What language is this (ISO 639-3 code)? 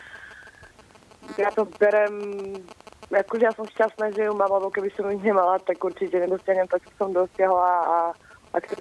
slk